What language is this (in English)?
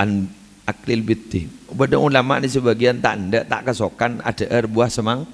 Madurese